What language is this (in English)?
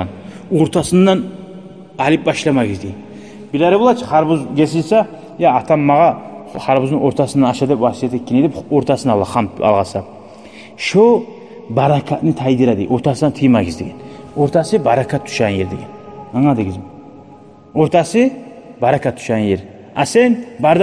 Kumyk